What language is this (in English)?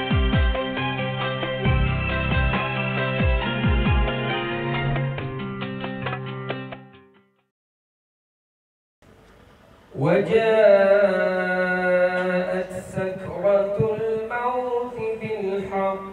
Malay